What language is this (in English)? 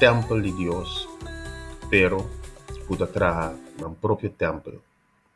Papiamento